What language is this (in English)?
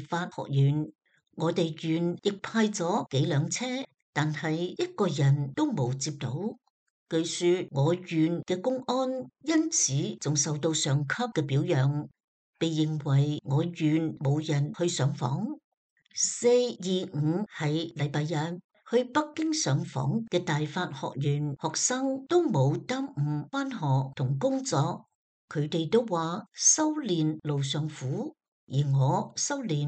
Cantonese